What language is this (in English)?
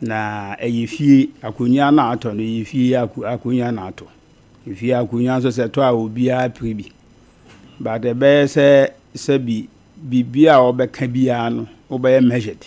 Akan